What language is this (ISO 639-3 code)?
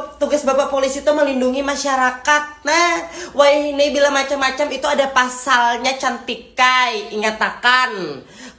bjn